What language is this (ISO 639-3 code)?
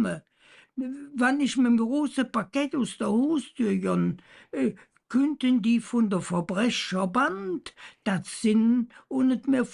ksh